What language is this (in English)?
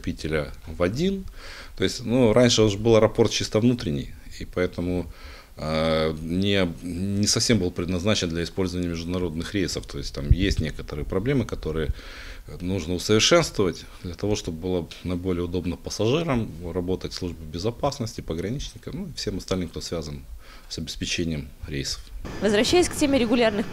Russian